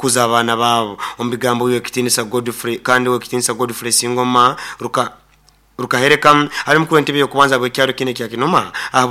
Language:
Nyoro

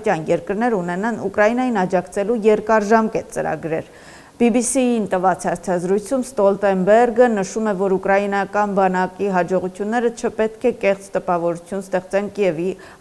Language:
Armenian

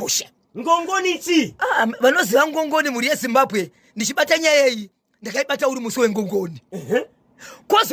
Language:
Shona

